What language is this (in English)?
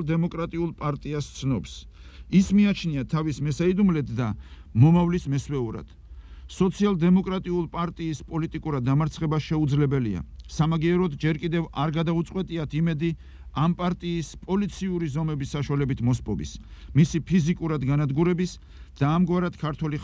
Georgian